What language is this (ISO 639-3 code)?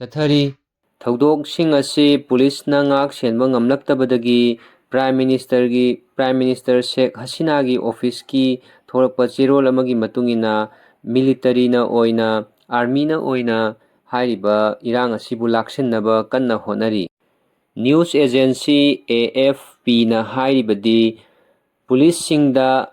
mni